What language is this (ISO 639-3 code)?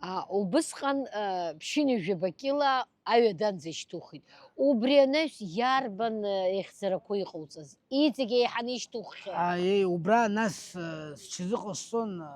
abk